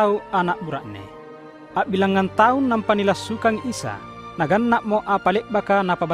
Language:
Makasar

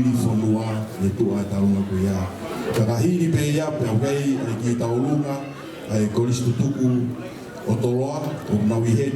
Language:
Tongan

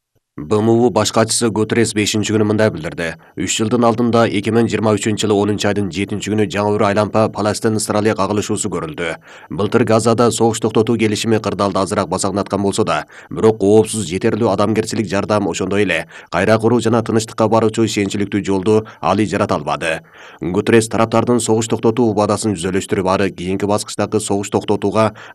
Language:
Kyrgyz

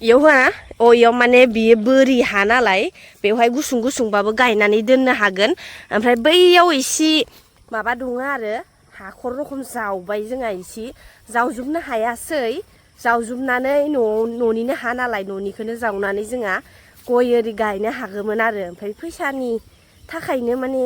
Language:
Bodo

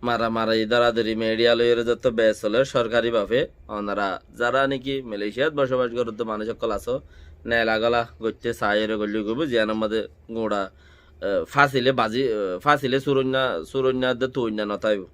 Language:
Rohingya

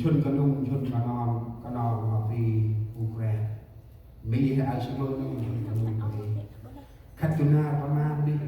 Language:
Central Mnong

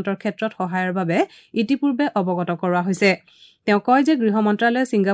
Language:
Assamese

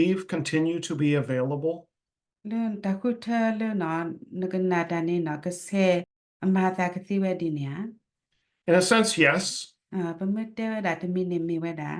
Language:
S'gaw Karen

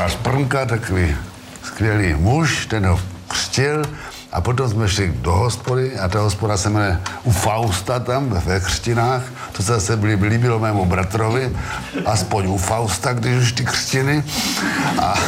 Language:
Czech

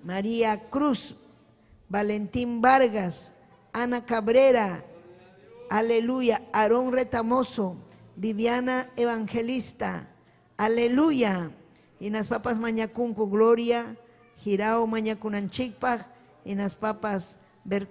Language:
Ayacucho Quechua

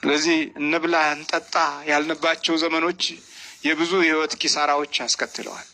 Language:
Amharic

